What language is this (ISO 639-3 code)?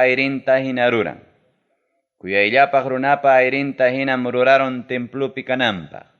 quy